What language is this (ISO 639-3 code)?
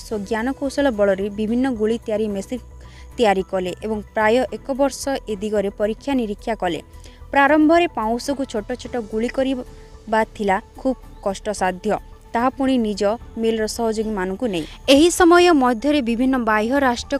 ori